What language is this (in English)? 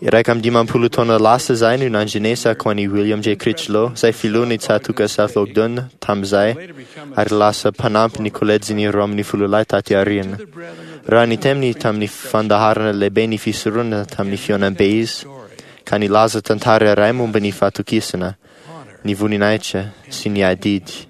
Malagasy